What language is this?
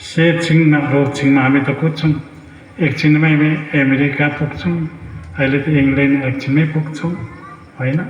Nepali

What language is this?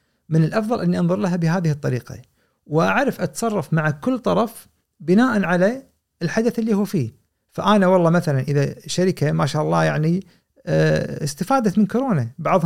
Gulf Arabic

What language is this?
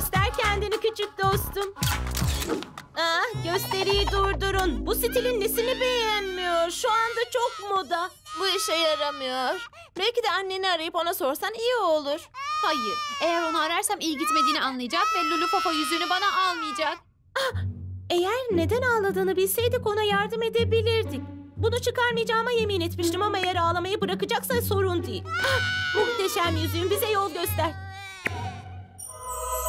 Turkish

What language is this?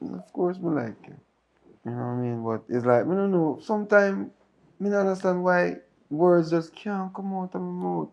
Jamaican Creole English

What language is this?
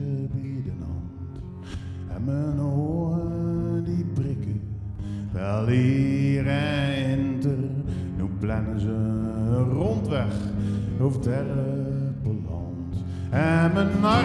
Zeelandic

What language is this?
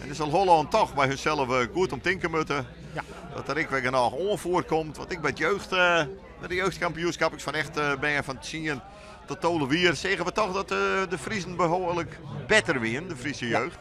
Western Frisian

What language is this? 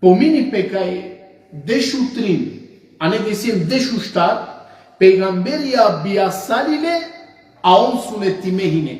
Balkan Romani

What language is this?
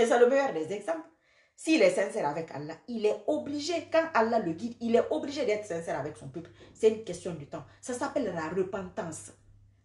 French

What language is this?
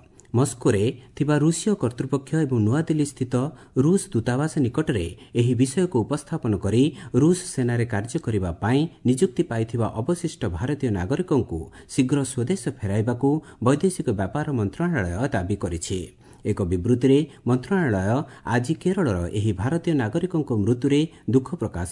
Odia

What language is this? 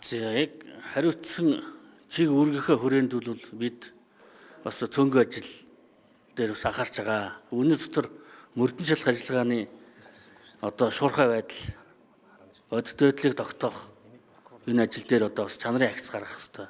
Mongolian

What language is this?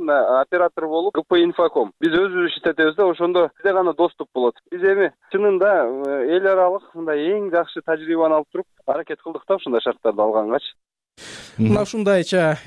Kyrgyz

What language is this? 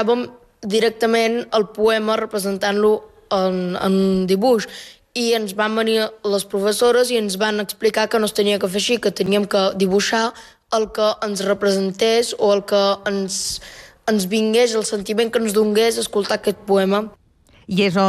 Catalan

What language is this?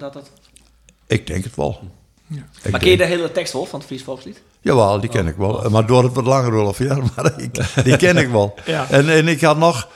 Western Frisian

